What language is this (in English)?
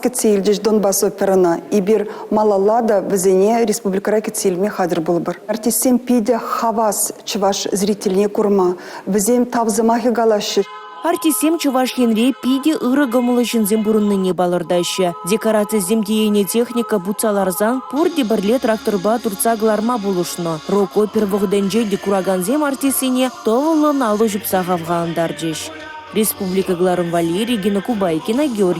Chuvash